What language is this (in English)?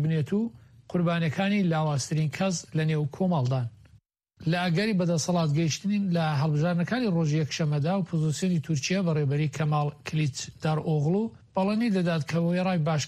Central Kurdish